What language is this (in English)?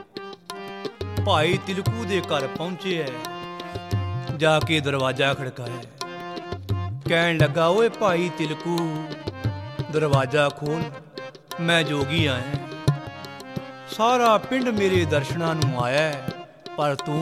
Punjabi